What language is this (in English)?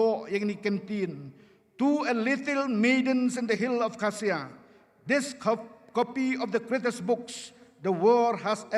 Khasi